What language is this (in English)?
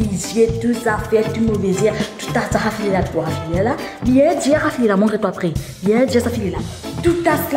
Morisyen